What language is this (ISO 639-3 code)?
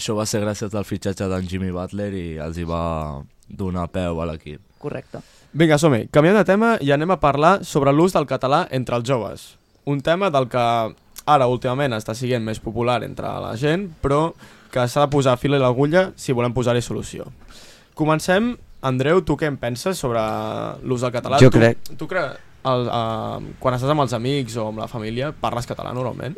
cat